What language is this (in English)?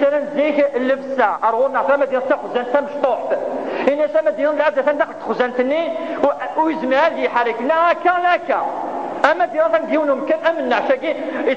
Kabyle